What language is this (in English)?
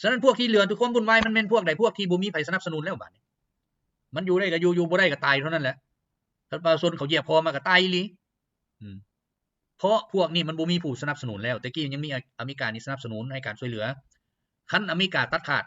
Lao